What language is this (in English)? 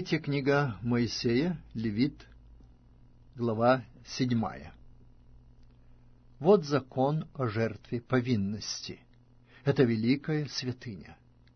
Russian